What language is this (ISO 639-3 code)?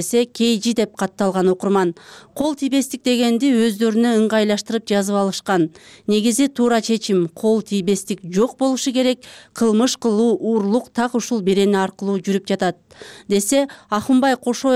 kir